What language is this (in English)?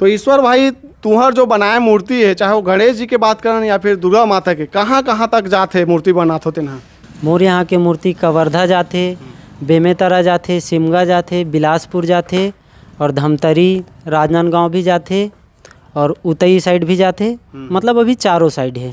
Chhattisgarhi